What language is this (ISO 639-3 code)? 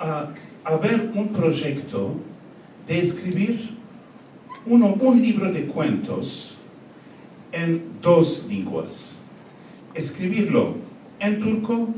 lad